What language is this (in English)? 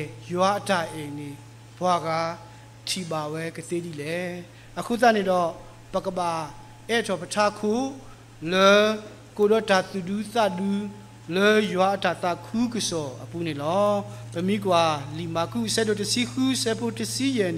S'gaw Karen